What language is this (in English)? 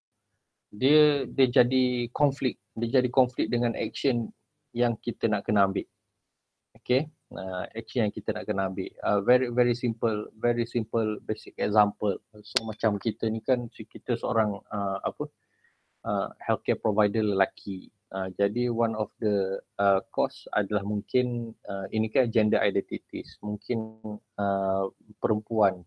Malay